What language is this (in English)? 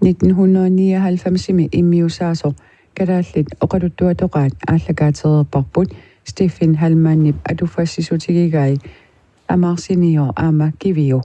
Kalaallisut